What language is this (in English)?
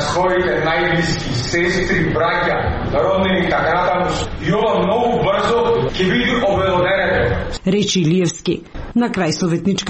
Macedonian